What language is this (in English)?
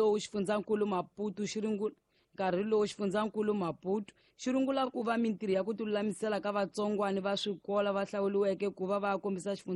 Tsonga